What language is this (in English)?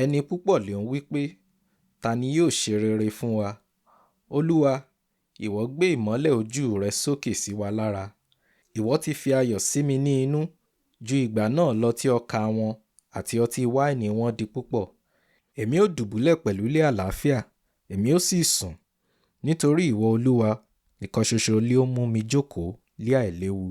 Yoruba